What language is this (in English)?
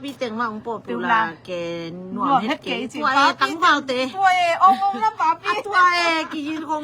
Tedim Chin